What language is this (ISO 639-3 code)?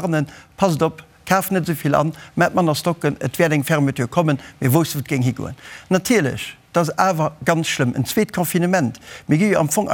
ltz